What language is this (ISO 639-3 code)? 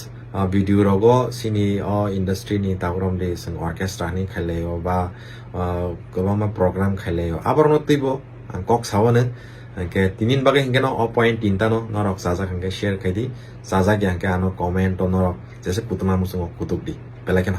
trp